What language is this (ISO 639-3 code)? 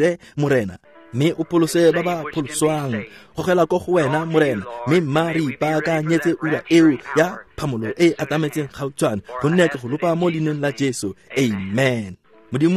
tsn